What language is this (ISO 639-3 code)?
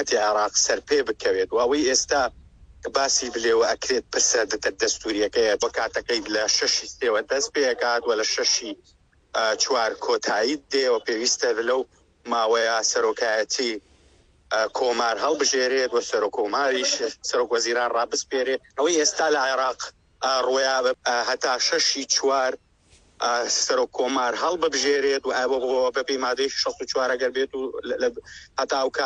ckb